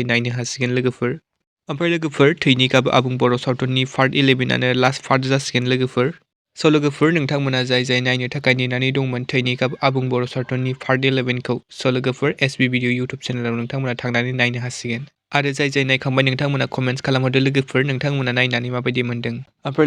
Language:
Bodo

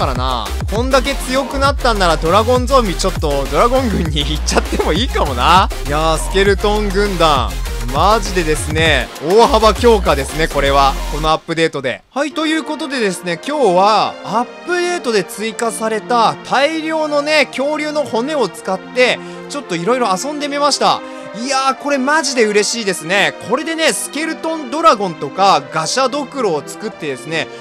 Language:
Japanese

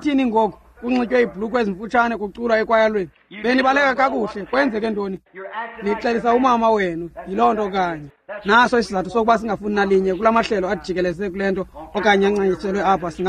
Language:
Xhosa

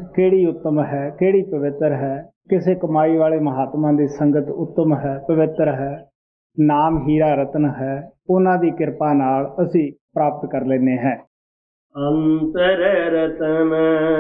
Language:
Punjabi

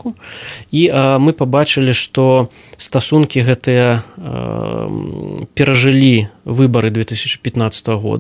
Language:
Belarusian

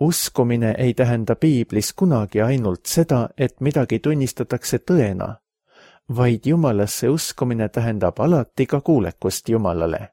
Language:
Estonian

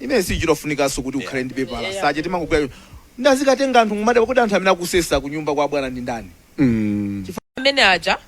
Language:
Nyanja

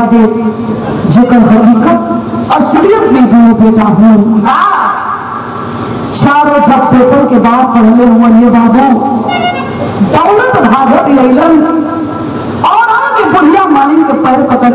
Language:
Bhojpuri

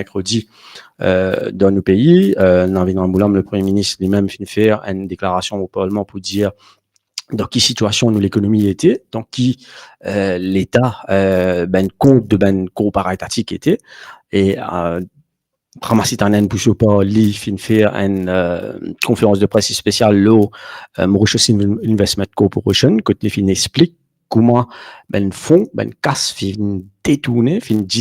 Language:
Morisyen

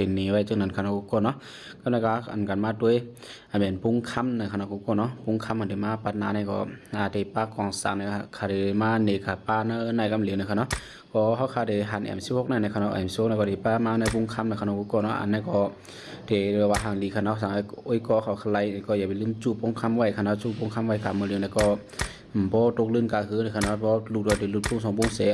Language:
Shan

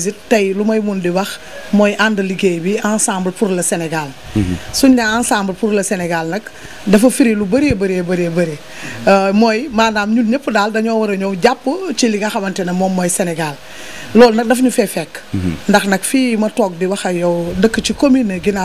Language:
Wolof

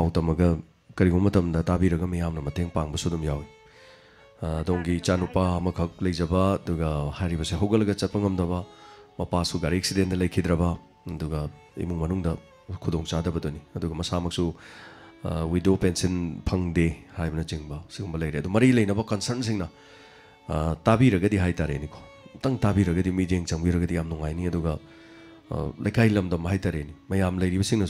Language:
Manipuri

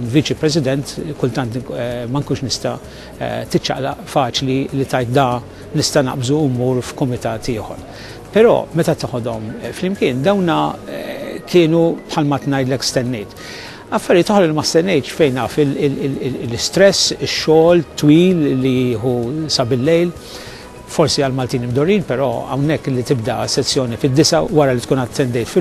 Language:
Maltese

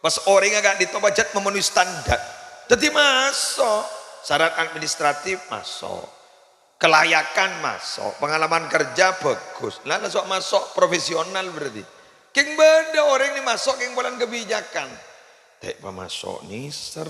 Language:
Madurese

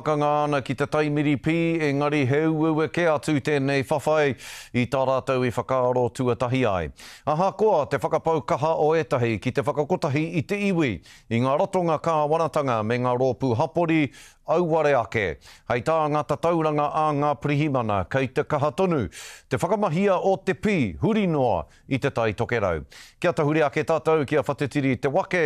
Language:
Māori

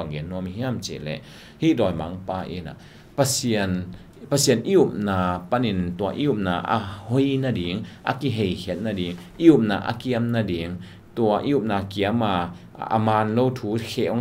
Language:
Tedim Chin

